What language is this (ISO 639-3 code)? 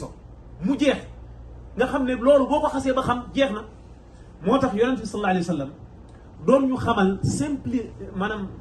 wol